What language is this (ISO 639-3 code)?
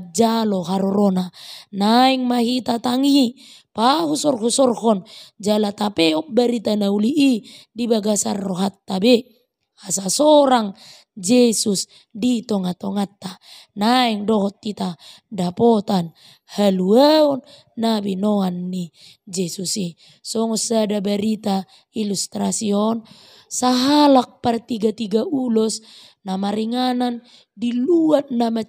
bbc